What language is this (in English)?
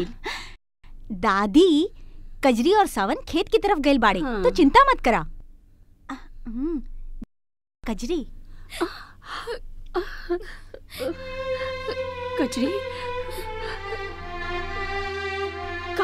Bhojpuri